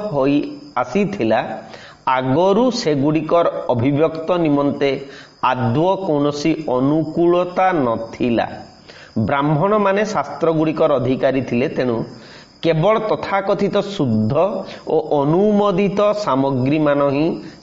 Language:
Odia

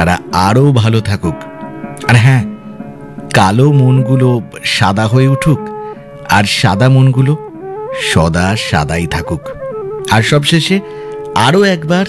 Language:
Bangla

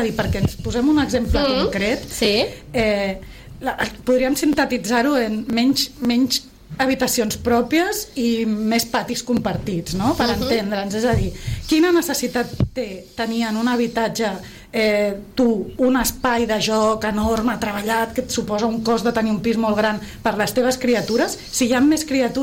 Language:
Catalan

